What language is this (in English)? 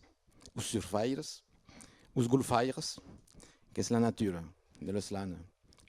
Occitan